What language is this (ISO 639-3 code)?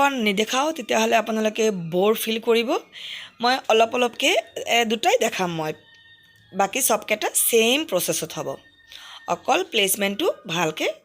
asm